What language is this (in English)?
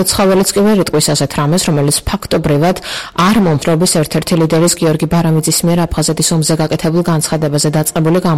Georgian